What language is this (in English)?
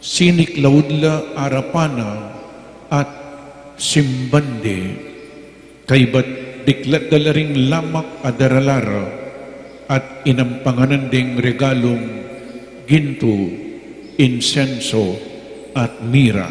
Pampanga